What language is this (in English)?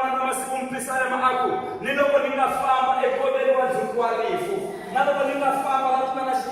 Tsonga